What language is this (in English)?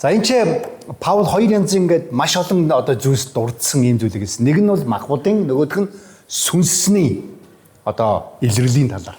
Mongolian